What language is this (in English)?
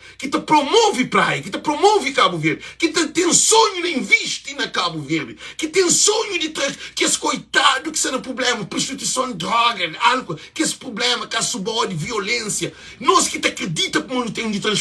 Kabuverdianu